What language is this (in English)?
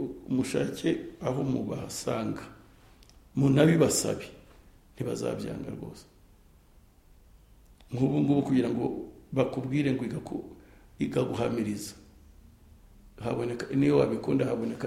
Kinyarwanda